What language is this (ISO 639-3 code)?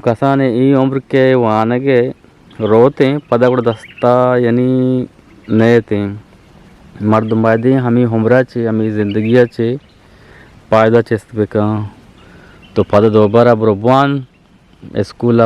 bgp